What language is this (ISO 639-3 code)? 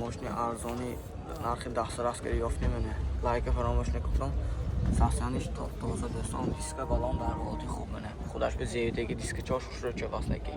tgk